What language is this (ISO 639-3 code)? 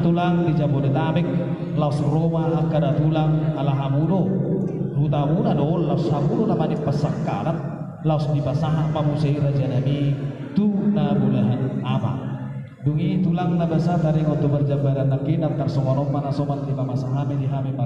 bbc